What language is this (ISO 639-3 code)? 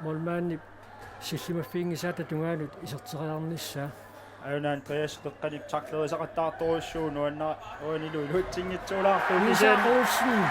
kal